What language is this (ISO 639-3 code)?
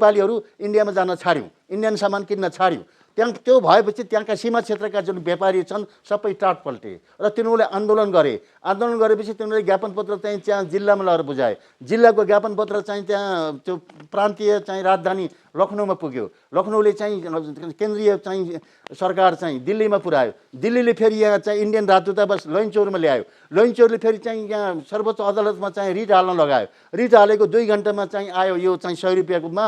nep